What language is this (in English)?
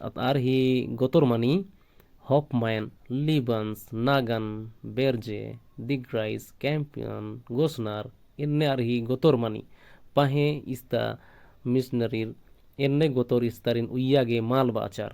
Kurukh